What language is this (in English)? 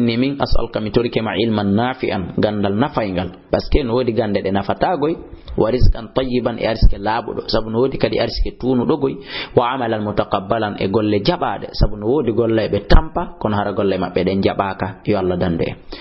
Fula